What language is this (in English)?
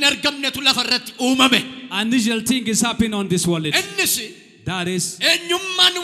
Oromo